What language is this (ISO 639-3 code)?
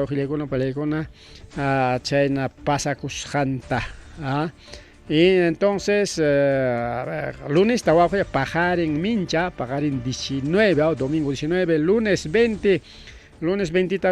quy